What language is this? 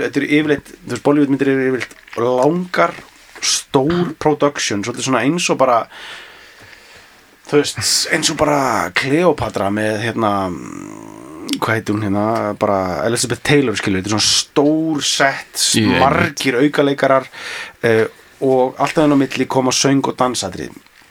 Icelandic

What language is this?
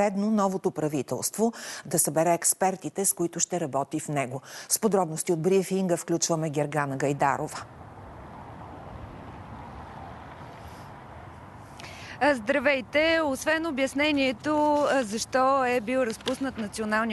Bulgarian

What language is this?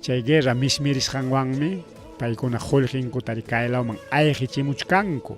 Ayacucho Quechua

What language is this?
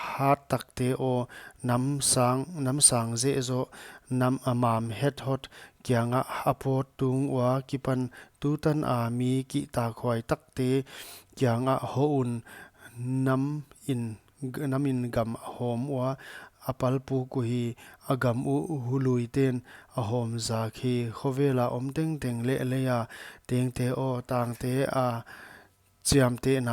Paite Chin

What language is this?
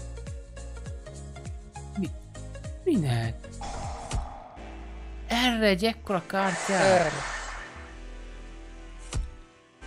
Hungarian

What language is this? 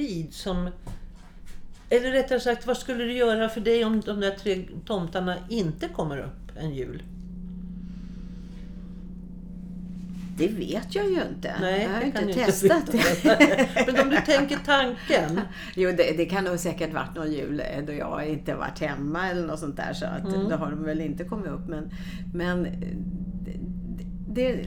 Swedish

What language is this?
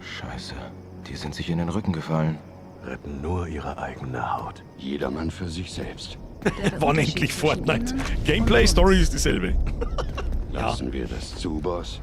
Bavarian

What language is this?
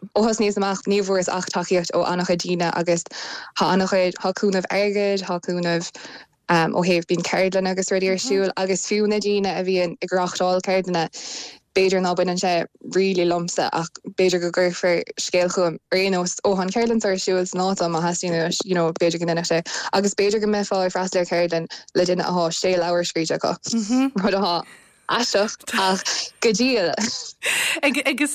Irish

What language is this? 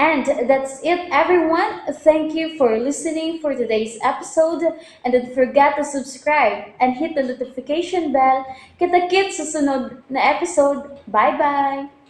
Cebuano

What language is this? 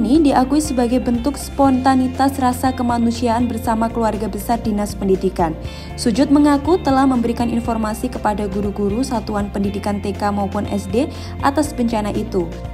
Indonesian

